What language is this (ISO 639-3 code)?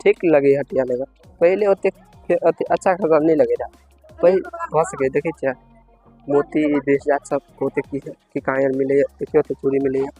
mai